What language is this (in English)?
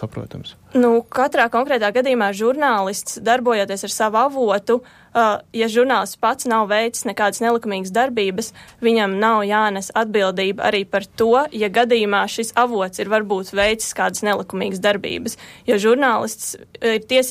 Latvian